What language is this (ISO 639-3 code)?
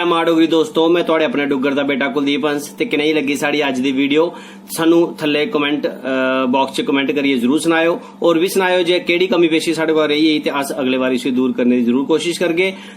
doi